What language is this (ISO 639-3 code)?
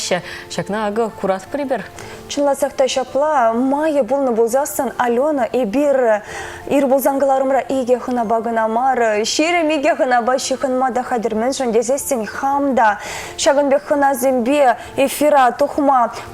chv